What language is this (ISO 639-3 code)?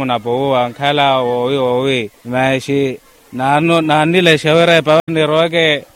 vmw